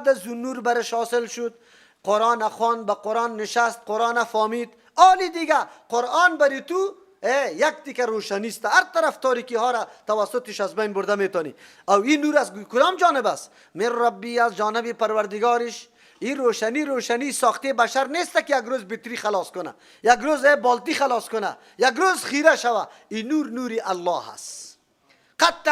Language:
Persian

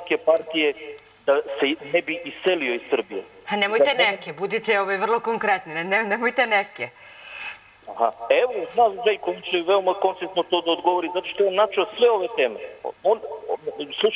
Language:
Serbian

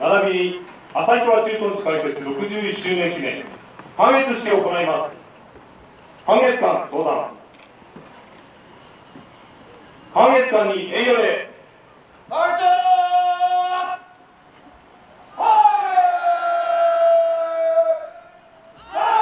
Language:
Japanese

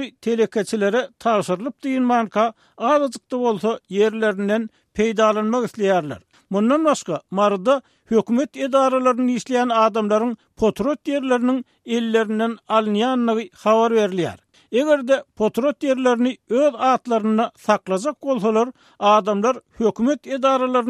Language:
Turkmen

